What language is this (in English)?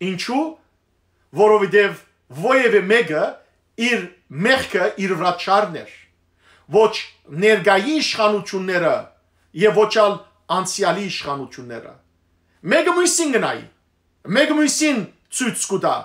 Western Armenian